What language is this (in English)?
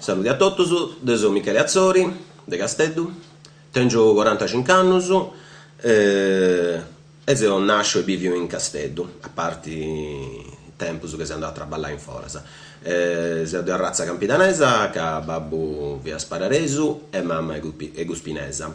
Sardinian